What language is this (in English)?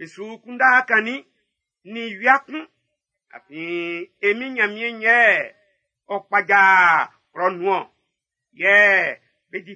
Baoulé